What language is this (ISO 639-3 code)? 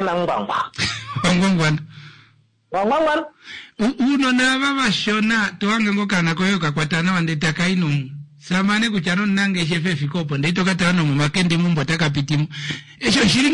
kua